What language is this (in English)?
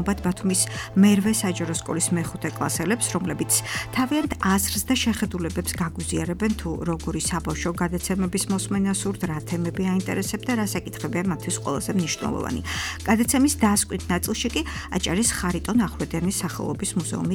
Georgian